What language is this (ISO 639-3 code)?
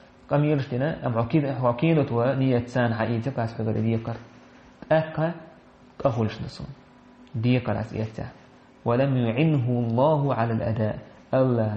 che